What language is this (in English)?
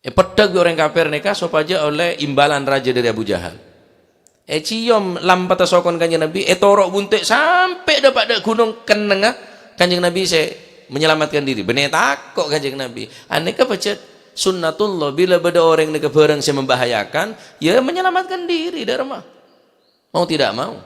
Madurese